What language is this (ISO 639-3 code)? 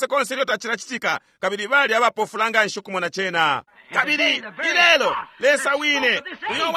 bem